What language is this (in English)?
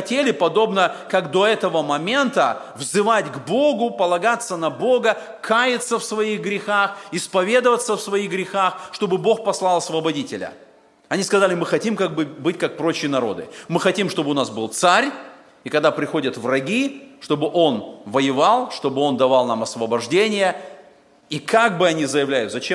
Russian